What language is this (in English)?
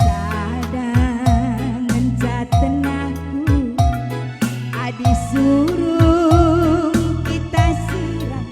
Batak Karo